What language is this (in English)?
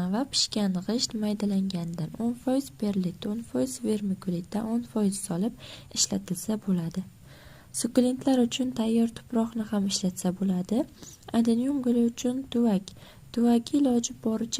Uzbek